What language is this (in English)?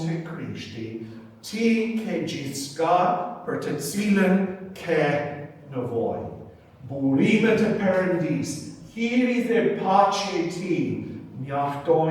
Albanian